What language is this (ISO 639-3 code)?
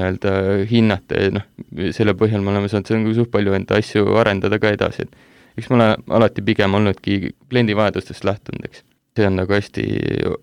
est